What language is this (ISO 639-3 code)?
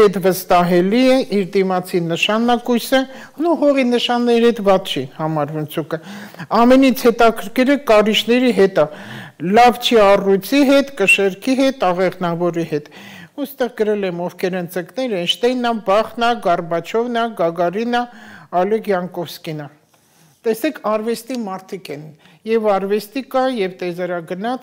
hye